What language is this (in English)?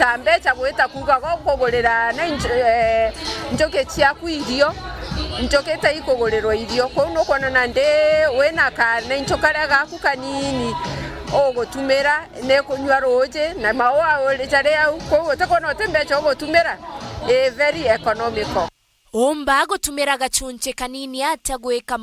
Meru